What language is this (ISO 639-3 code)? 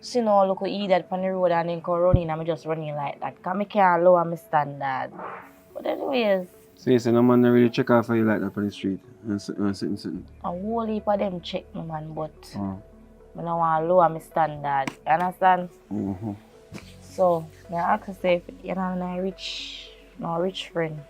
jam